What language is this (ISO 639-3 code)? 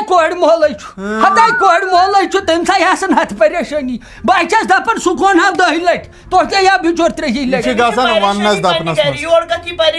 kas